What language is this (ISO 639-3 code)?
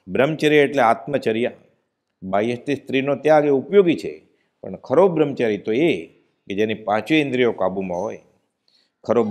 guj